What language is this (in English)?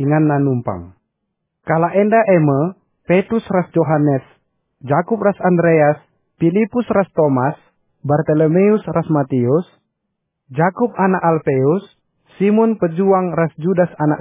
Batak Karo